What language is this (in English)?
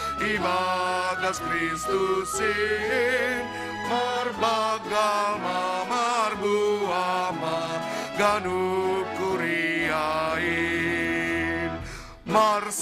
Batak Simalungun